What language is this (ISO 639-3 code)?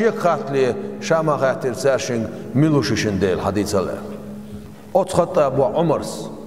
che